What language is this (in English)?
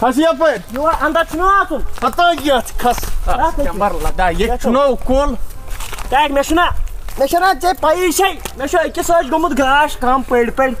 Kashmiri